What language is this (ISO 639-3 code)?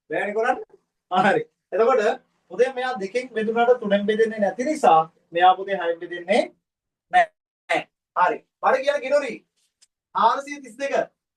sin